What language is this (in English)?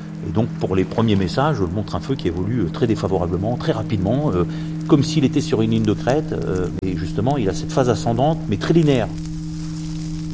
French